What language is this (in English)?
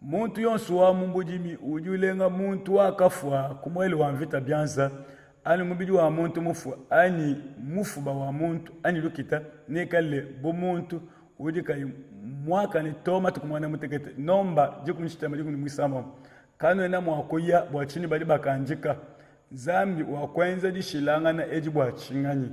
Luba-Lulua